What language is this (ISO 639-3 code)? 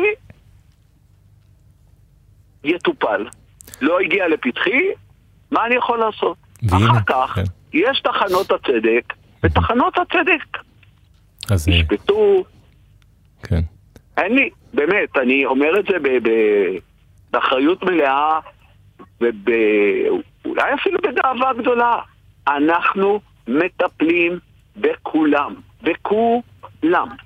heb